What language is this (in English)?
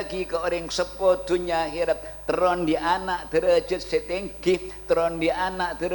Madurese